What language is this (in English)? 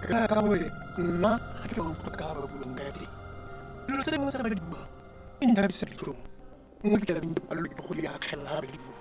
Tswana